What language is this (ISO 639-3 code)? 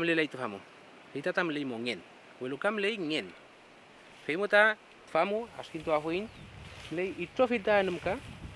arn